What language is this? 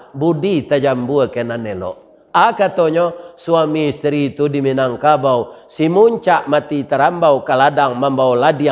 Minangkabau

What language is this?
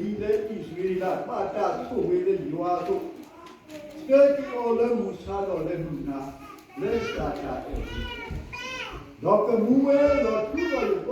S'gaw Karen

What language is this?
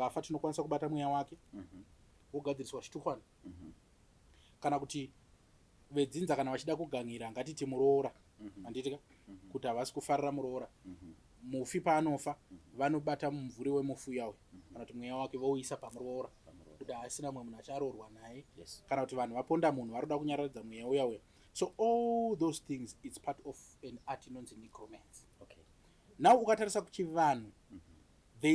Shona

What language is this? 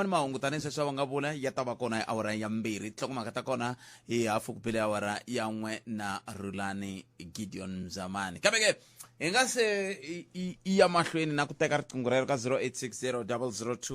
Tsonga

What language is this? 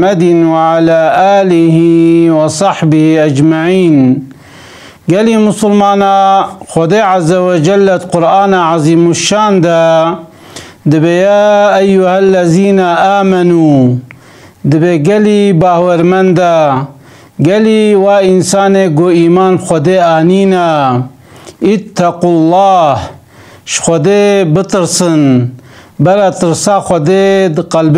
Kurdish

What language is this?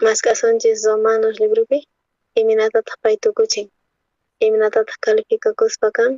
South Bolivian Quechua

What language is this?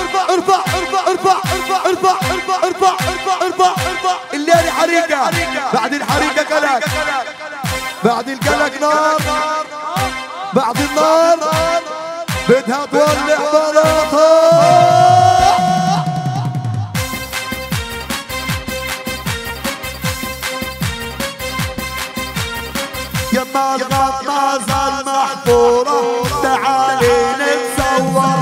South Levantine Arabic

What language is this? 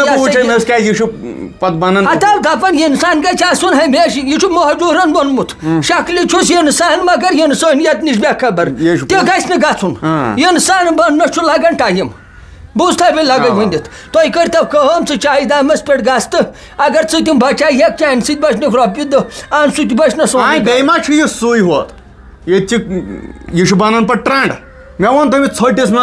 Kashmiri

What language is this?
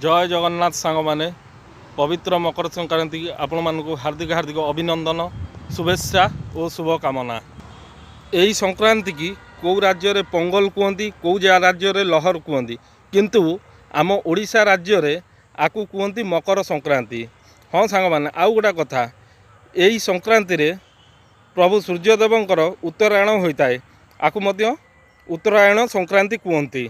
Odia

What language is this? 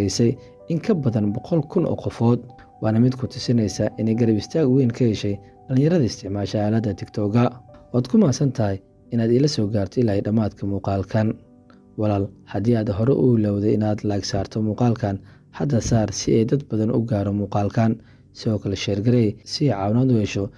Somali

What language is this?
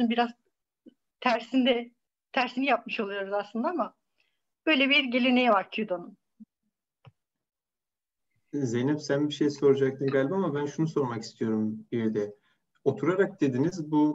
Turkish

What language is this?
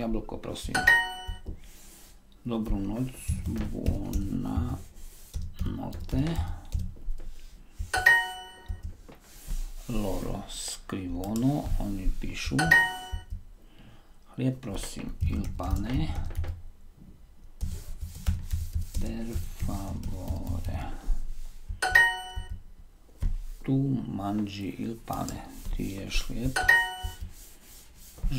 Slovak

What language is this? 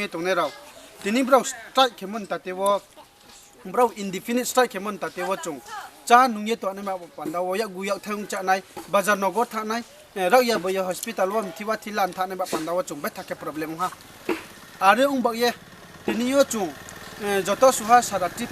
Riang (India)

